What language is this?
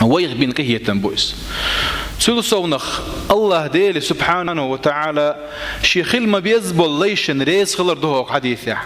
Chechen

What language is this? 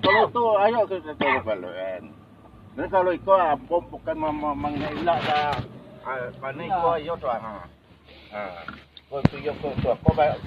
Minangkabau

